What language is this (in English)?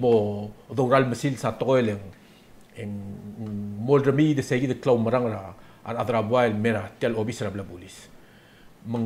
Palauan